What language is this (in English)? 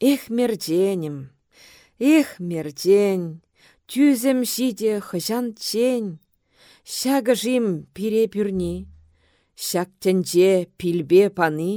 Chuvash